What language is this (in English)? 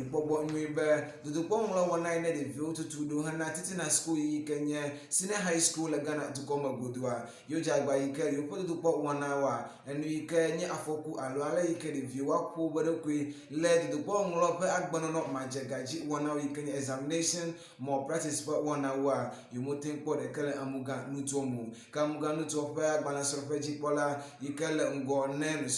Ewe